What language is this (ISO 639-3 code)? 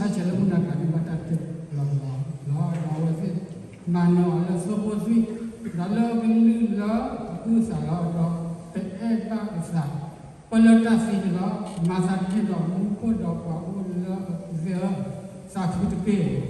ksw